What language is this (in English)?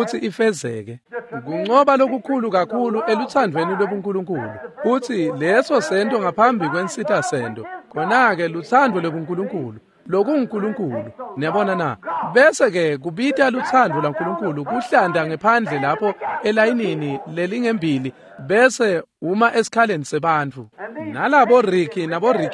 Swati